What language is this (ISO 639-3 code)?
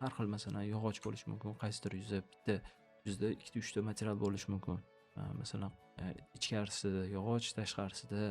uzb